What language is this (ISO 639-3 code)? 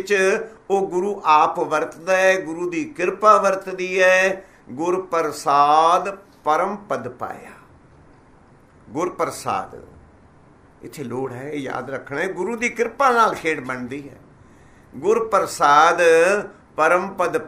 pan